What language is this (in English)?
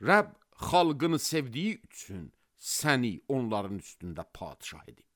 Azerbaijani